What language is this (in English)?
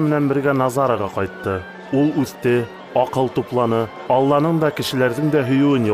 Bashkir